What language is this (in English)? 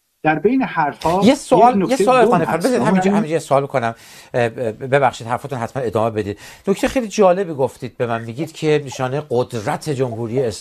Persian